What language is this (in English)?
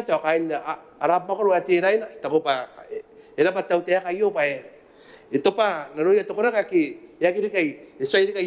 Gilbertese